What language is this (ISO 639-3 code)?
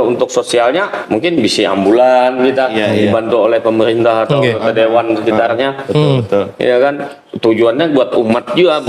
bjn